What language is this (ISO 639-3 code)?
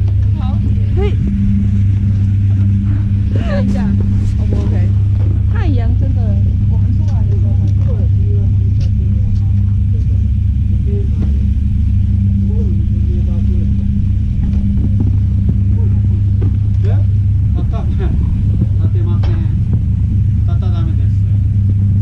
zho